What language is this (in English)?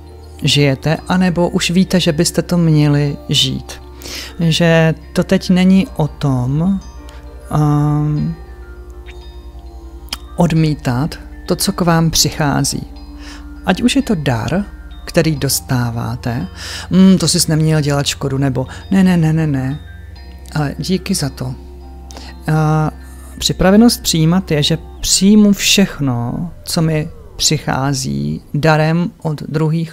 Czech